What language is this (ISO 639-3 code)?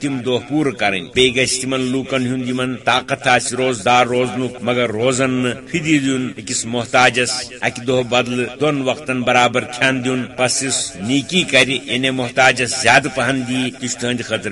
kas